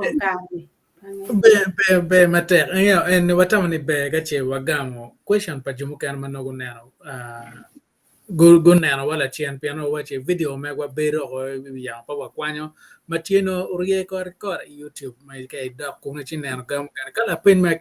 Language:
Acoli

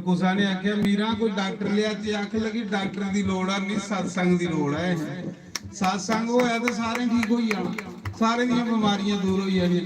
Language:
Dogri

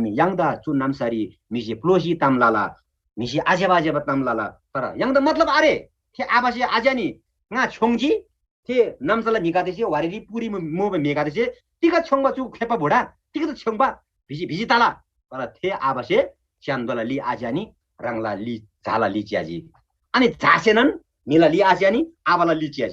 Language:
Eastern Tamang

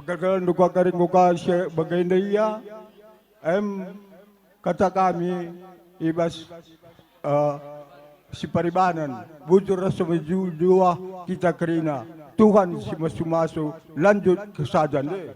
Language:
Batak Karo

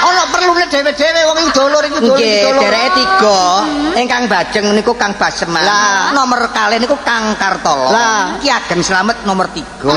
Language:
Javanese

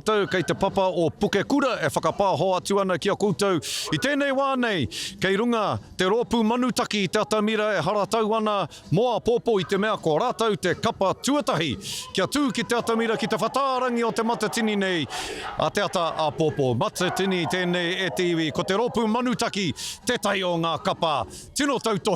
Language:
Māori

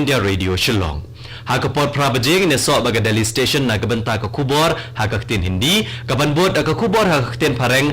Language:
Khasi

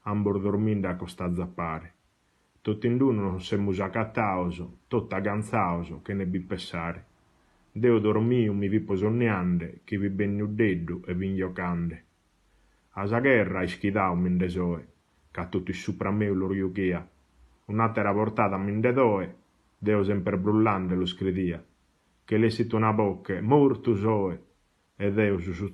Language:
Sardinian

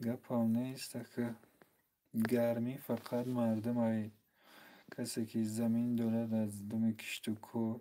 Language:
Tajik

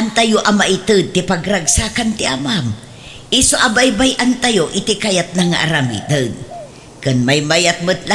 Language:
Iloko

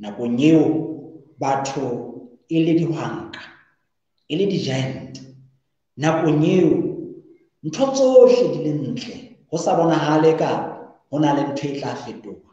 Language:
Southern Sotho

